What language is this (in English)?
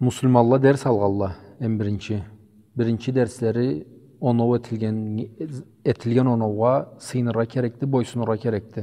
Karachay-Balkar